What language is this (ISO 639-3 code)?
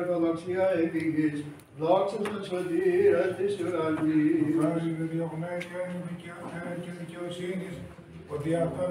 ell